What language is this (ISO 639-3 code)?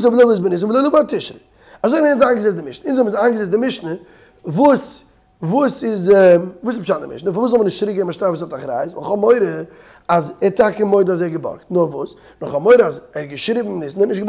yid